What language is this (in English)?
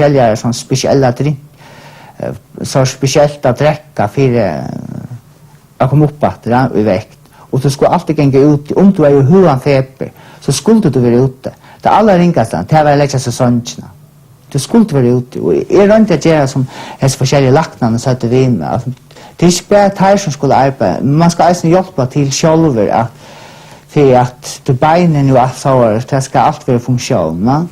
Faroese